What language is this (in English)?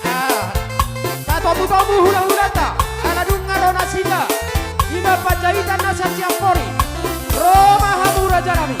Batak Toba